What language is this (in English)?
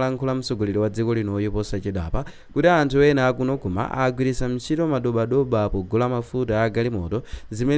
Nyanja